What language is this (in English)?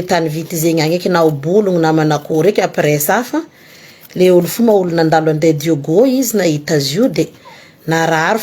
Malagasy